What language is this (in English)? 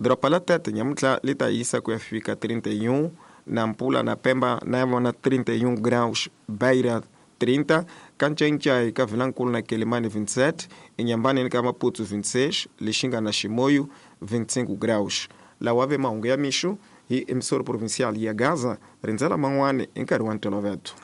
Tsonga